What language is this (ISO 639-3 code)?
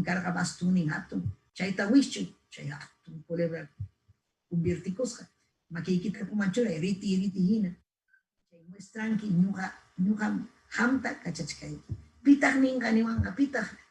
quy